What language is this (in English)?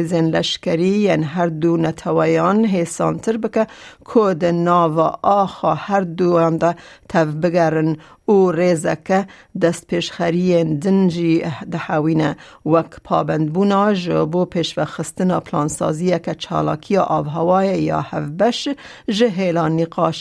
Kurdish